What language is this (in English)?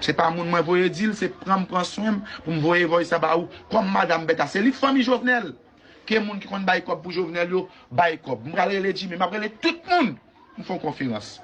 Haitian Creole